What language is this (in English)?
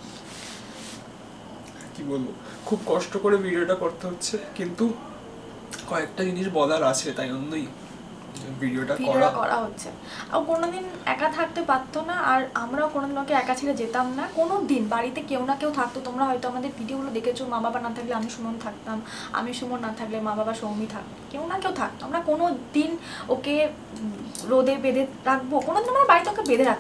Bangla